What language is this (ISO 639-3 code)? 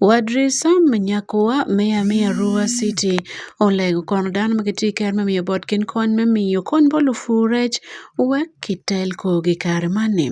ach